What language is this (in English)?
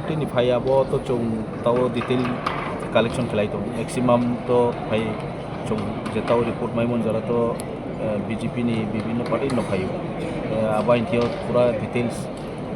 Kok Borok